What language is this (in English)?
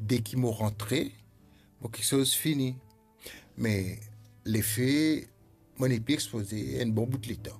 Morisyen